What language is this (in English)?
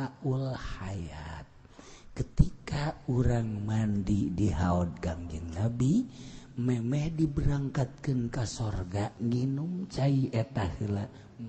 Sundanese